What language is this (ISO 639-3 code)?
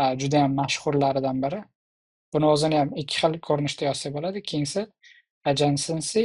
uzb